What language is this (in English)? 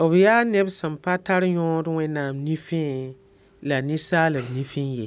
Mossi